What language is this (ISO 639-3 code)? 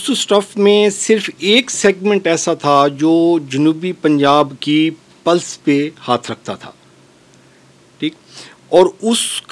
urd